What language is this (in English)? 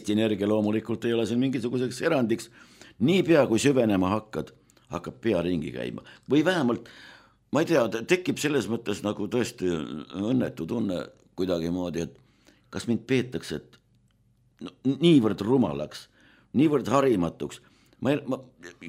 Estonian